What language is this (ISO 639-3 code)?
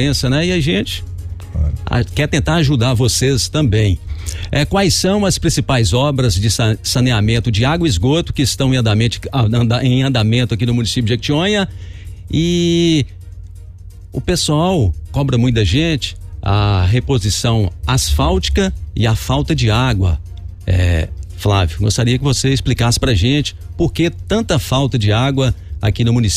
por